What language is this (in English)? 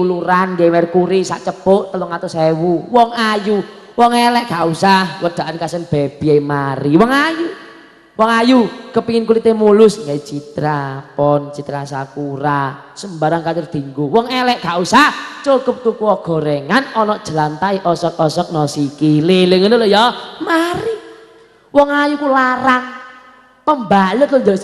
Javanese